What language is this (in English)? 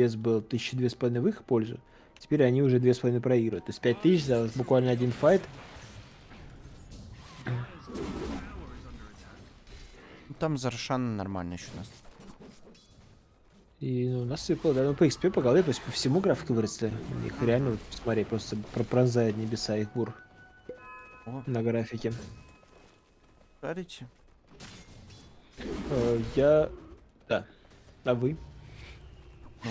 Russian